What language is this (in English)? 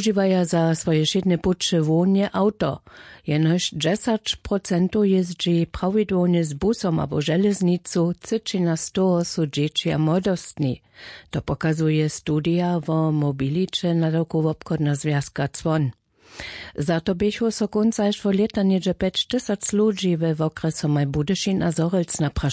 Upper Sorbian